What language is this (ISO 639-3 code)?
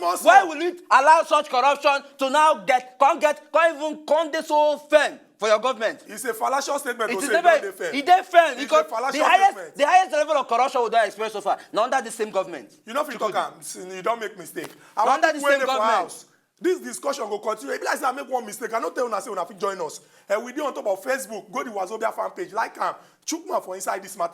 pcm